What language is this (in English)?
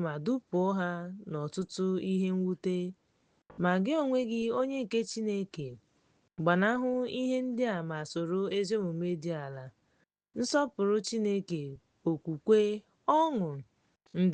Igbo